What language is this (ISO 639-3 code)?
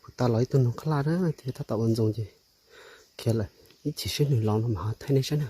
hmn